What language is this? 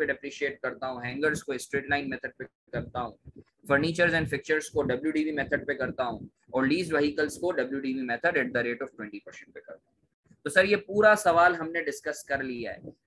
Hindi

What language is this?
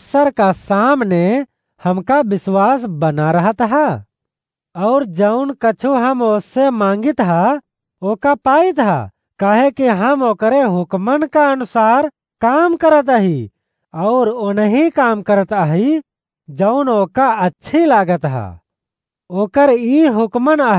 Awadhi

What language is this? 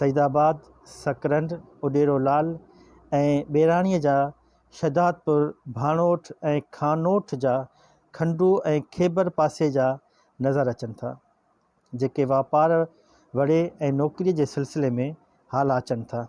Sindhi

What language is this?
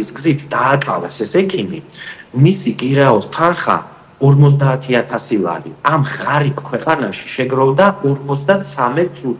Georgian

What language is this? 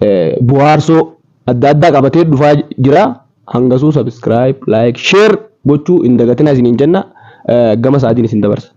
Oromo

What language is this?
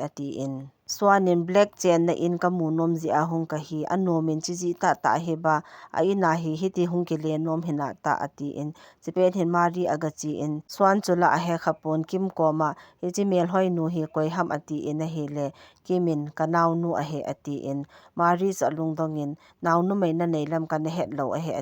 Thado Chin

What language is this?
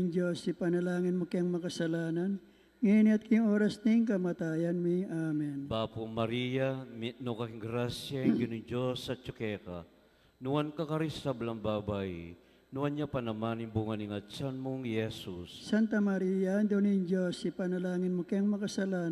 Pampanga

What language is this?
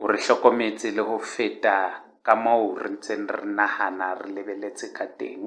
Southern Sotho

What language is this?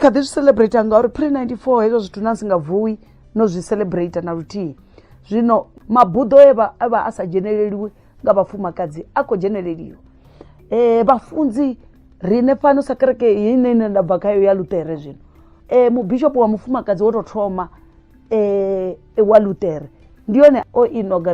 Venda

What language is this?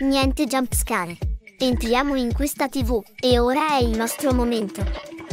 Italian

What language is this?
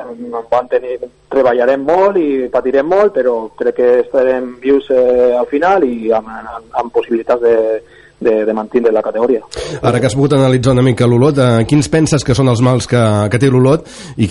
Catalan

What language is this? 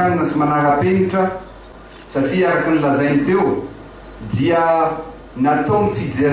Malagasy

